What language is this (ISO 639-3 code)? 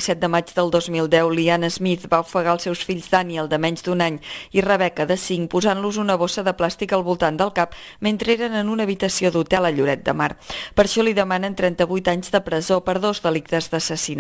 cat